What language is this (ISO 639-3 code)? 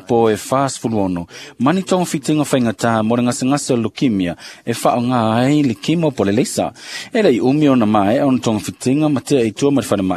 smo